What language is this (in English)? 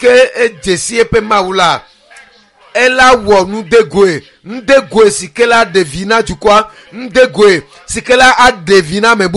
Ewe